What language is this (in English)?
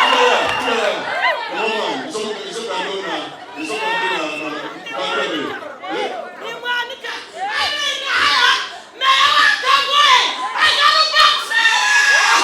Nyankole